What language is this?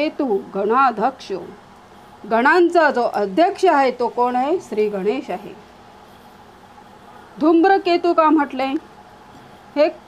Marathi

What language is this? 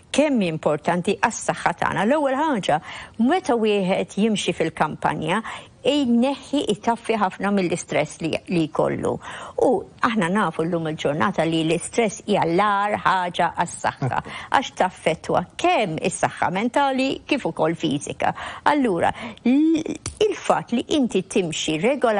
Maltese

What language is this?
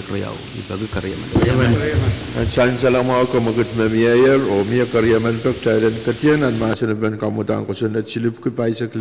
Pohnpeian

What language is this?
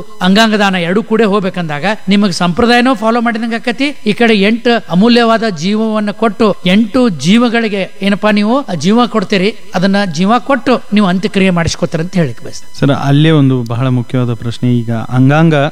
Kannada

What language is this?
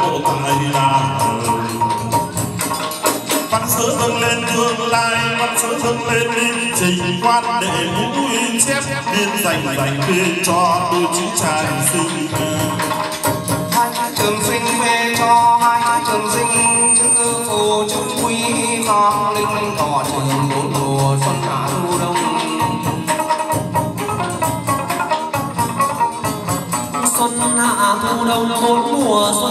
Vietnamese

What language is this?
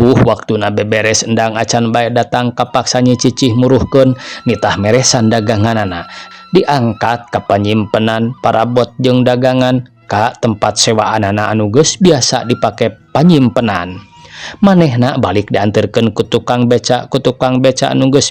Sundanese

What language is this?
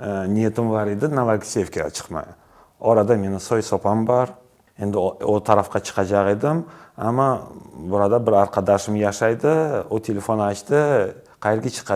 Crimean Tatar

